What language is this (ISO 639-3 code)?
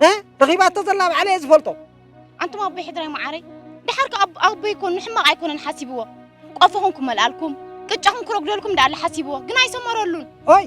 tir